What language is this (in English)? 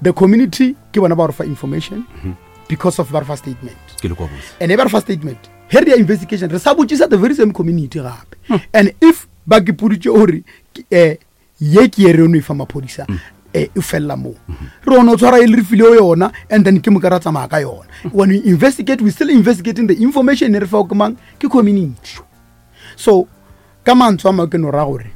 Northern Sotho